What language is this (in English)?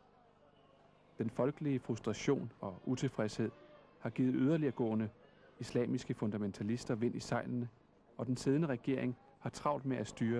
Danish